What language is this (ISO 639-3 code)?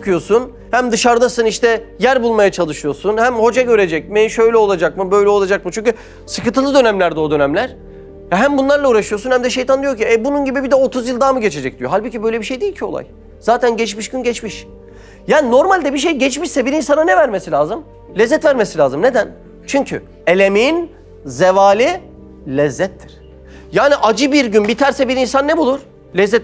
tur